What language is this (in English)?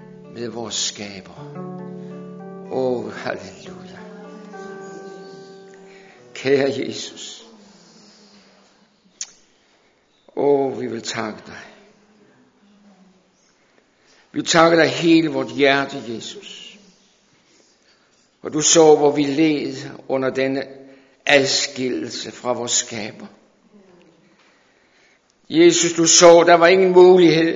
Danish